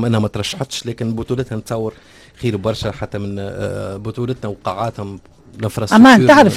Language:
Tunisian Arabic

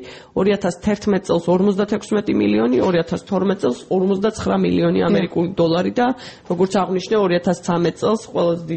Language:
Georgian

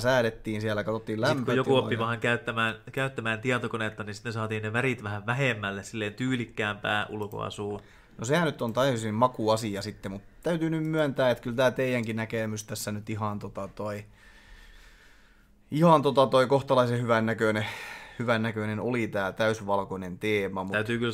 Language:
Finnish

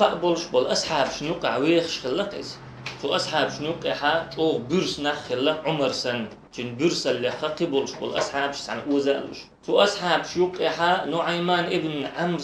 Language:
Chechen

